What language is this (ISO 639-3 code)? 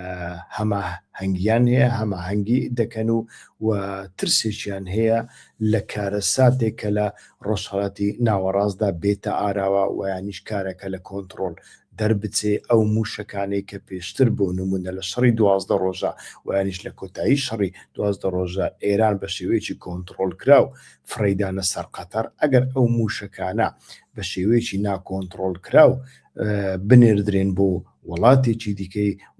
ckb